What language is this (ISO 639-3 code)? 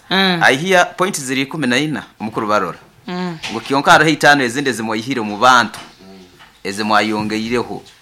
nyo